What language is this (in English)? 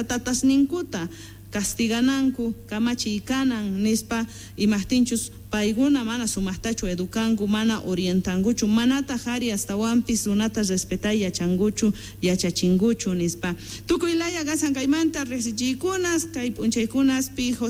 Quechua